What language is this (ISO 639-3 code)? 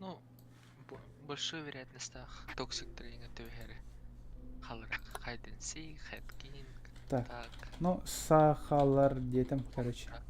sah